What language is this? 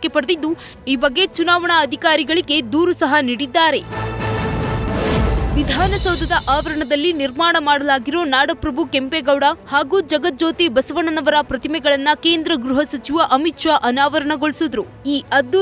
Kannada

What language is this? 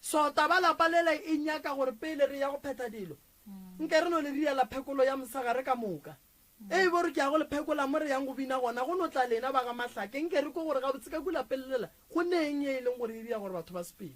Northern Sotho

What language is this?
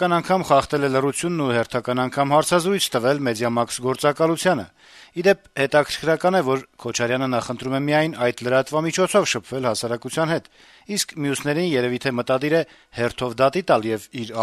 Armenian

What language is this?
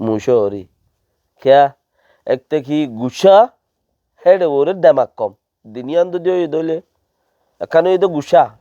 Rohingya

